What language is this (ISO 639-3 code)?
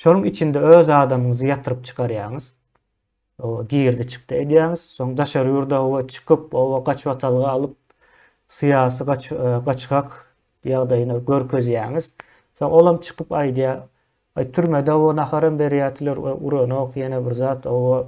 tuk